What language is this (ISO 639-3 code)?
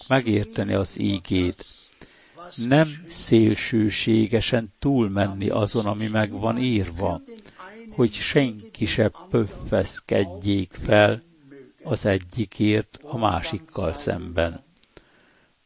hun